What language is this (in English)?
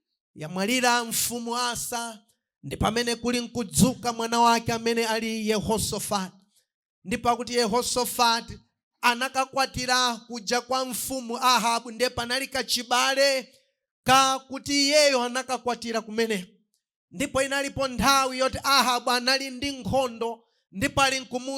Nyanja